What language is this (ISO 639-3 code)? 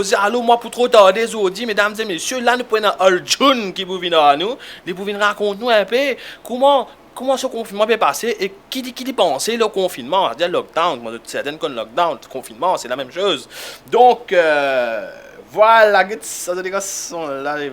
mfe